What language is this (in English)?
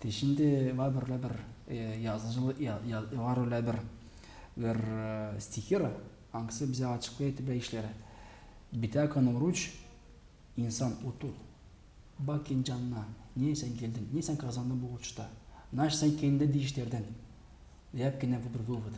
Gagauz